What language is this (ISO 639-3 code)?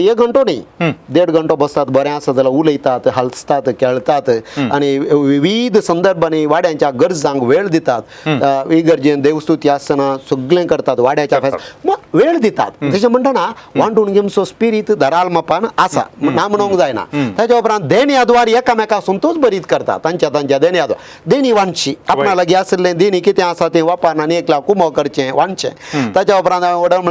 kok